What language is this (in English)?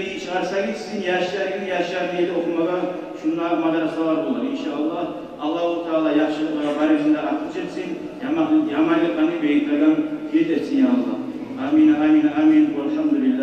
Kumyk